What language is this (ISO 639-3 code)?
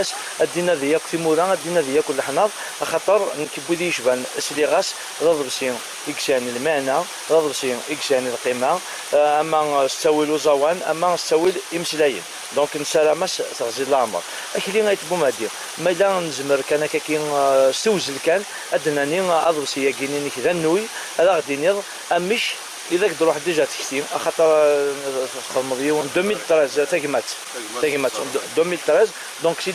kab